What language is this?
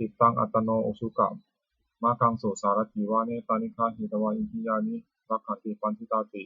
Pali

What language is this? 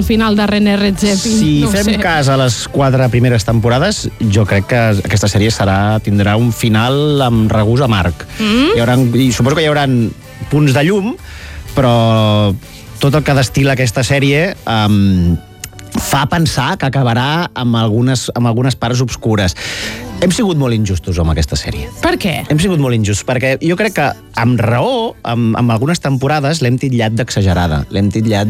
Catalan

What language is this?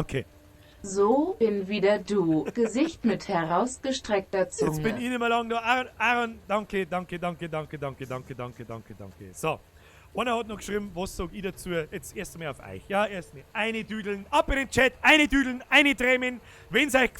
Bavarian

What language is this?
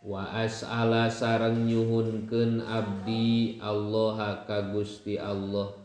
Sundanese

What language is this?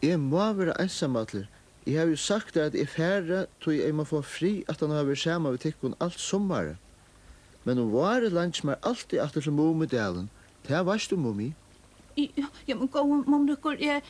Faroese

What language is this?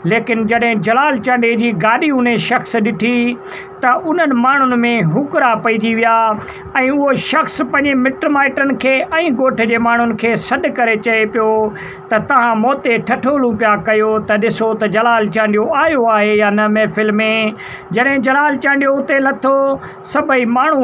Sindhi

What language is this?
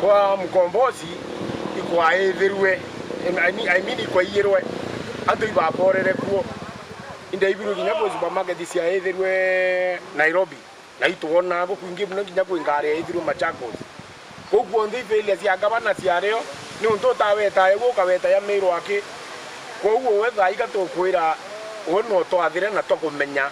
Meru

